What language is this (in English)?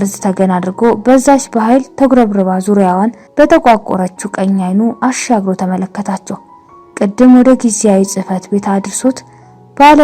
Amharic